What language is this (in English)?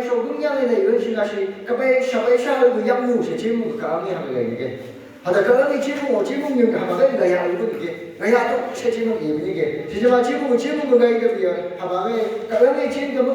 Phom Naga